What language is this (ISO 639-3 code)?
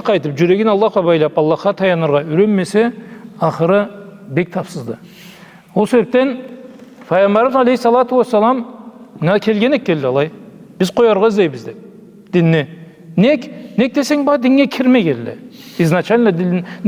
krc